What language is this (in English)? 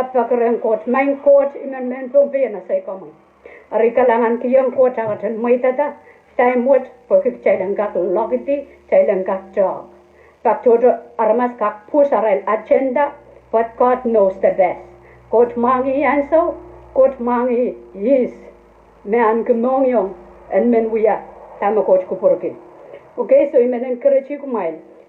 Pohnpeian